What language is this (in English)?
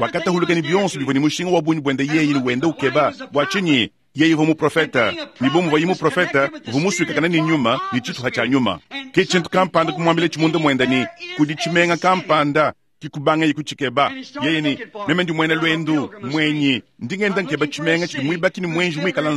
Luba-Lulua